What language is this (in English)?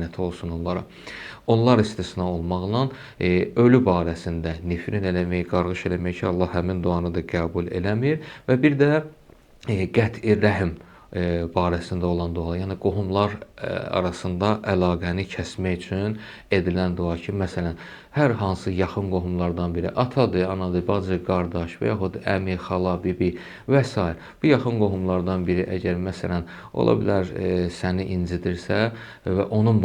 Azerbaijani